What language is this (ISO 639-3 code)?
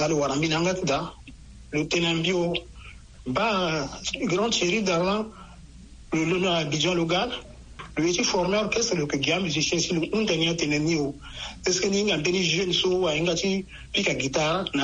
sag